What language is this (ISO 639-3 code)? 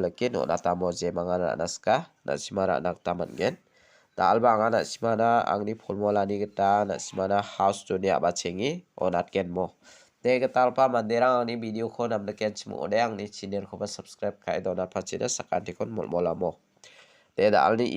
grt